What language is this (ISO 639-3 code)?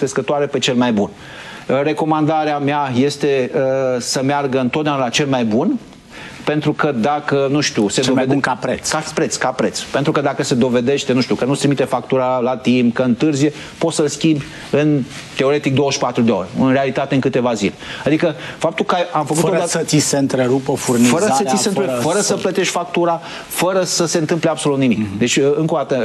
ron